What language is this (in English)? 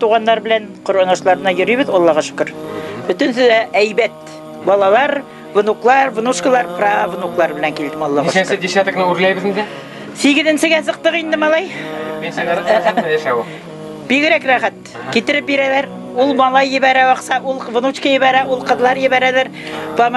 Bashkir